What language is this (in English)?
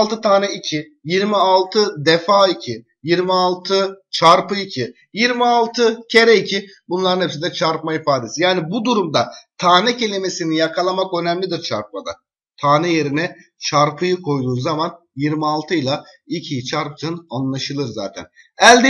Turkish